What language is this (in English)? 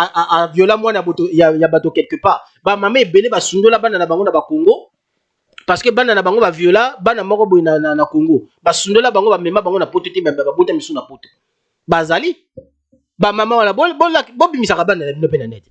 Lingala